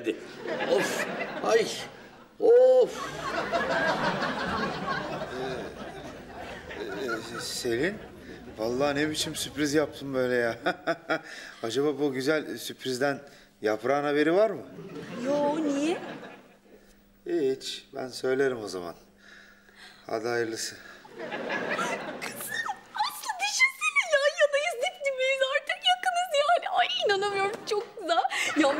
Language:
Turkish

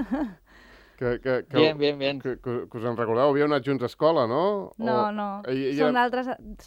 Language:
Catalan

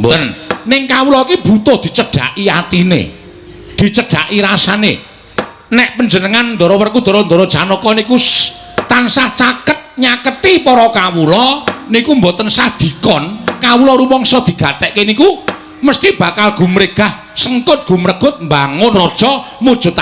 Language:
Javanese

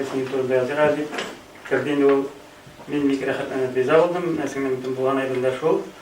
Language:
Tatar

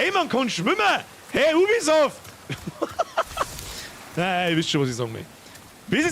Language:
Bavarian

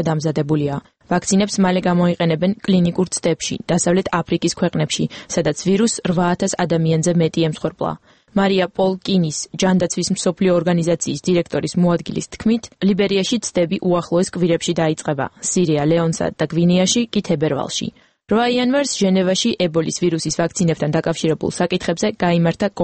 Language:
Georgian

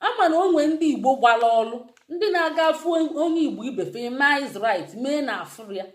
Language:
Igbo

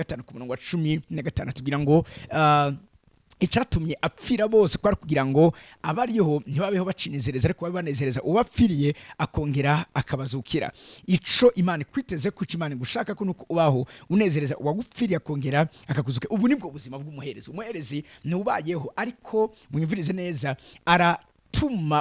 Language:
Rundi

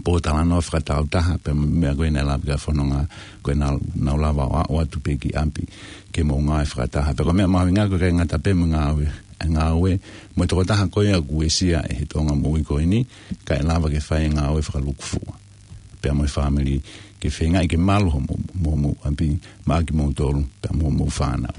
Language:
Tongan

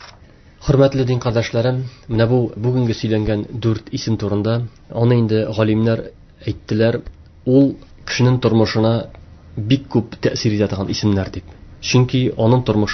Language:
Tatar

